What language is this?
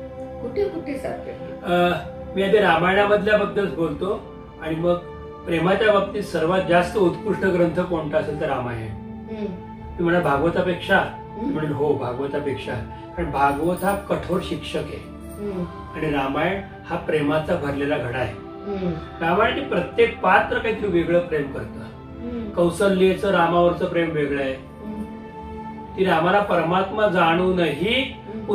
Marathi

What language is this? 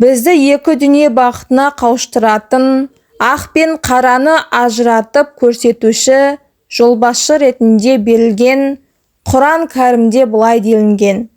Kazakh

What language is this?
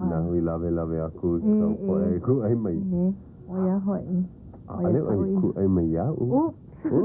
Hawaiian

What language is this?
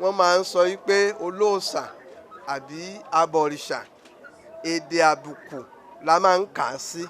Yoruba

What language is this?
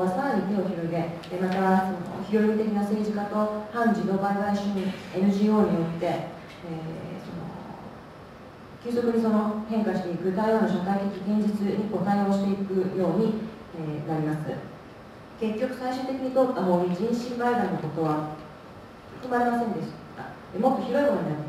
Japanese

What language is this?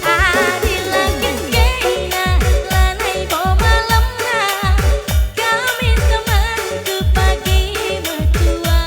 Batak Karo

